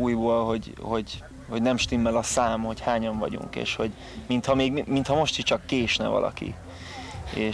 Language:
Hungarian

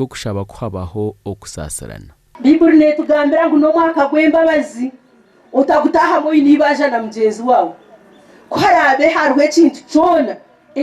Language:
Nyankole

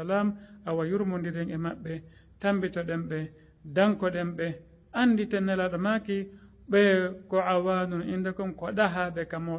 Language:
Fula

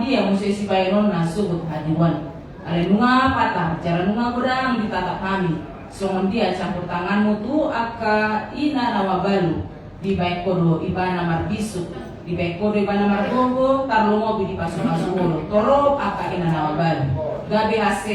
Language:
Batak Toba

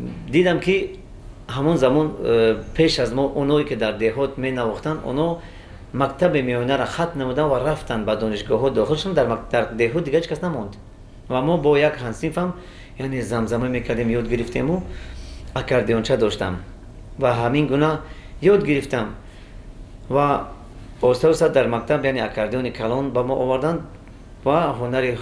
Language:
Tajik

